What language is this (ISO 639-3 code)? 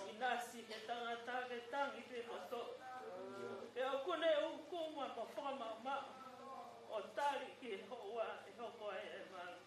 ton